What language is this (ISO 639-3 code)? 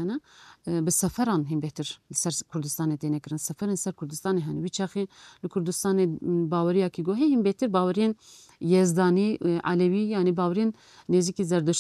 kur